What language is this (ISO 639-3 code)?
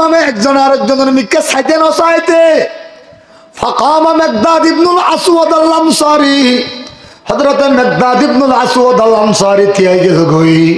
rhg